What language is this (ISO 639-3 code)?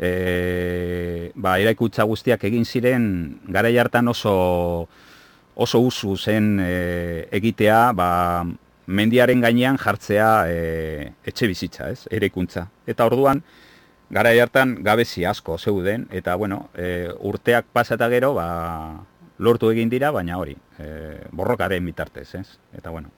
eus